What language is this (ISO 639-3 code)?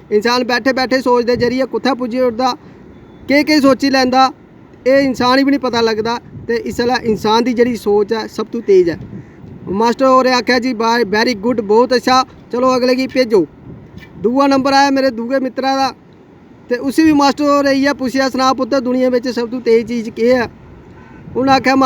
doi